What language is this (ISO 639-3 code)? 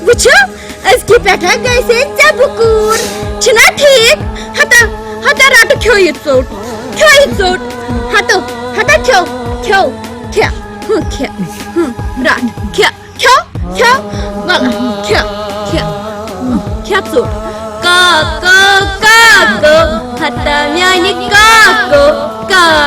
kas